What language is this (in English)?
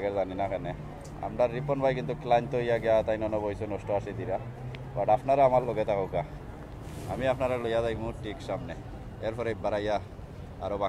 Sylheti